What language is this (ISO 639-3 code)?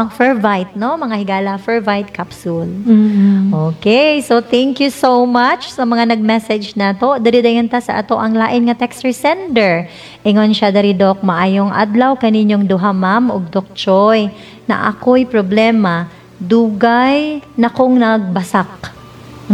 ceb